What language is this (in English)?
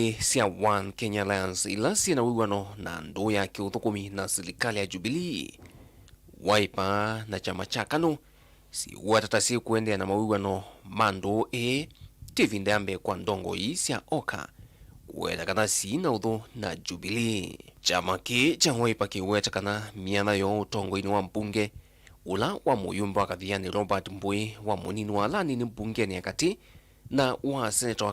Kamba